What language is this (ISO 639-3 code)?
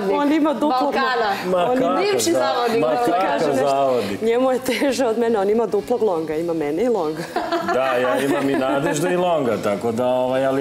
srp